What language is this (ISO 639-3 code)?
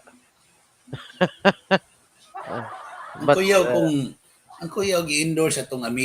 ceb